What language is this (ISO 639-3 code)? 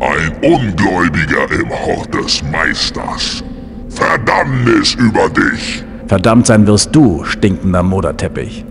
bar